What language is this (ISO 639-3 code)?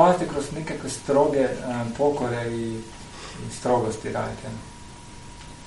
hrv